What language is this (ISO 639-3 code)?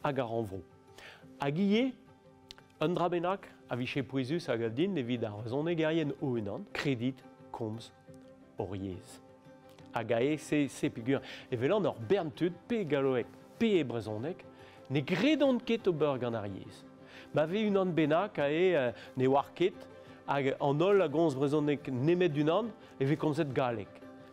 bre